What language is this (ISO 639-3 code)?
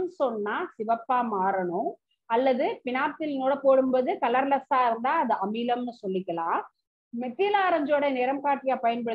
tam